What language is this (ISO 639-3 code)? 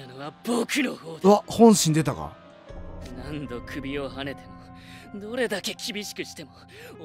jpn